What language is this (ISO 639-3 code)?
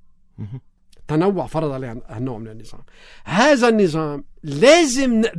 apc